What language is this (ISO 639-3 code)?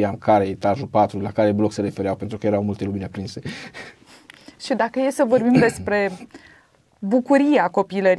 ron